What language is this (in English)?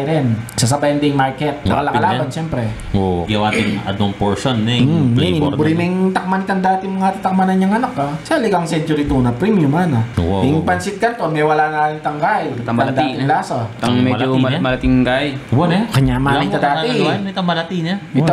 Pampanga